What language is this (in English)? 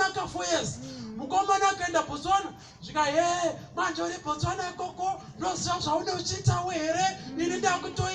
Shona